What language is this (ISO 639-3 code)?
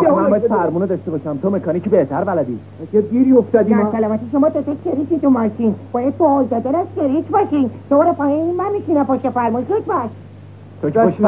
fas